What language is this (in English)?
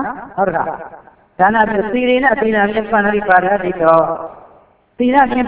Burmese